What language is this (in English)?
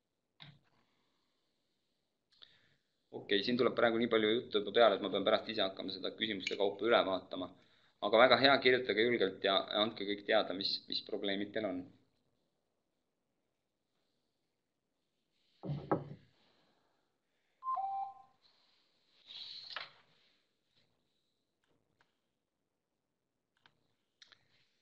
Estonian